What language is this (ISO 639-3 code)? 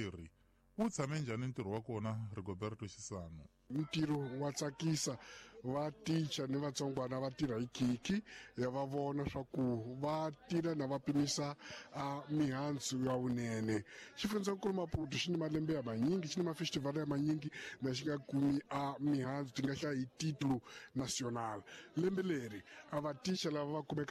tso